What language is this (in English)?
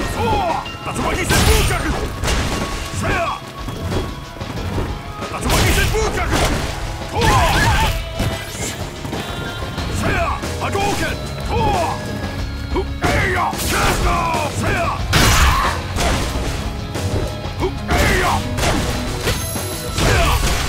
English